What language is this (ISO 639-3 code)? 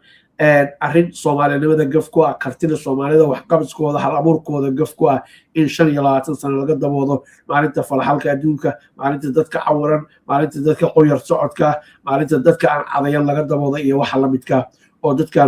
som